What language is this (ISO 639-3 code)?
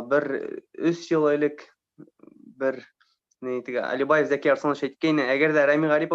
bak